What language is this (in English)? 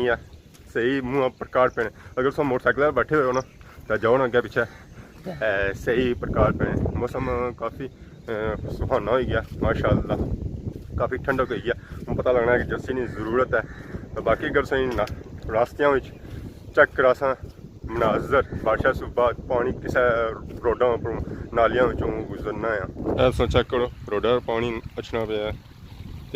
Pahari-Potwari